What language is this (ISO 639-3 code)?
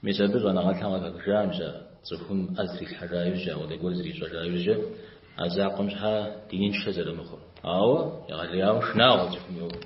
kbd